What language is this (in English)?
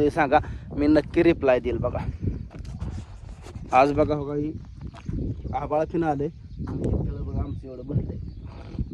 Marathi